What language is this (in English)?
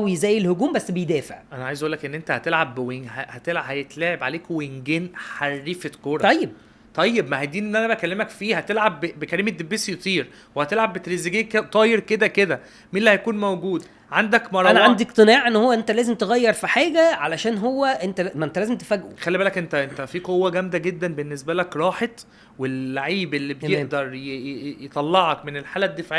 Egyptian Arabic